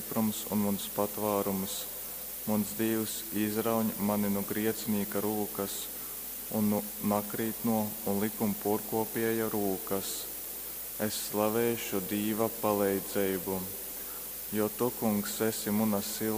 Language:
Latgalian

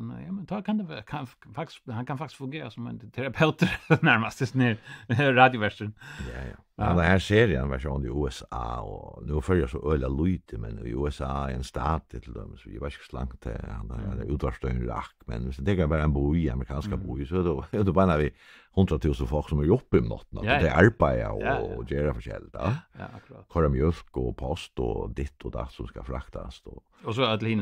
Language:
Faroese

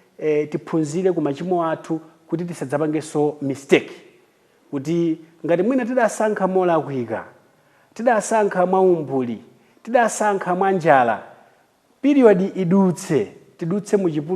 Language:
Nyanja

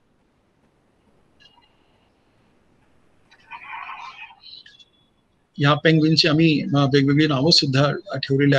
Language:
Marathi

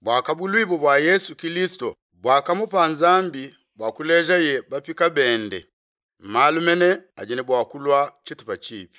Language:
Luba-Lulua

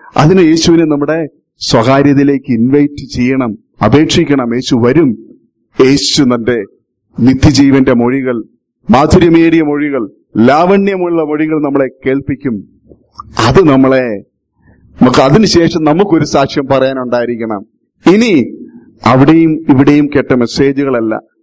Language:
Malayalam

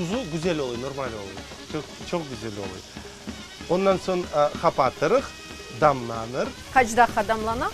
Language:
Crimean Tatar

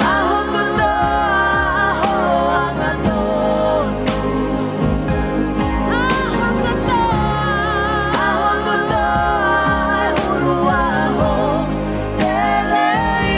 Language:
Tongan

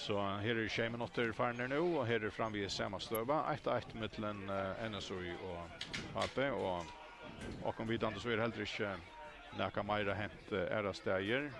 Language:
Faroese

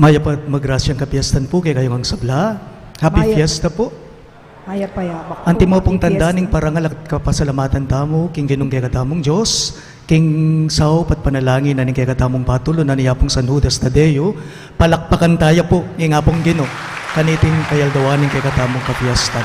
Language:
Pampanga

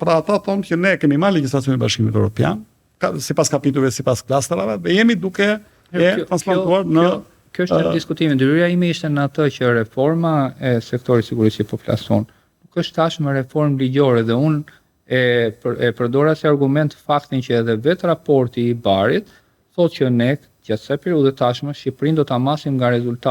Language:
Albanian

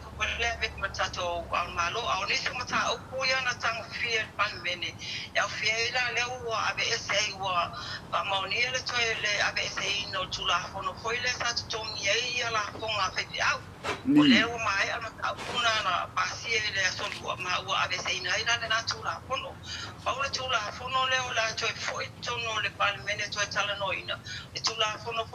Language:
Samoan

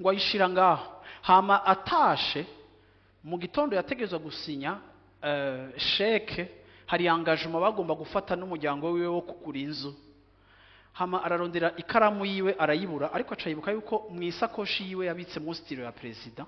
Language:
Rundi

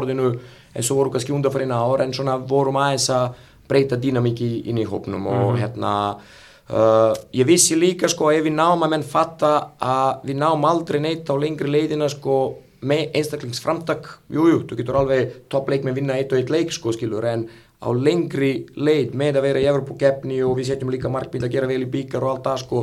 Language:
Icelandic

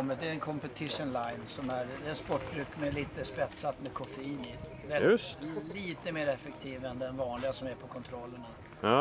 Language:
Swedish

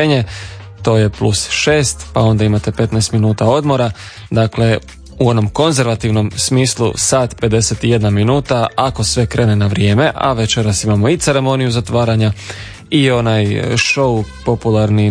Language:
Croatian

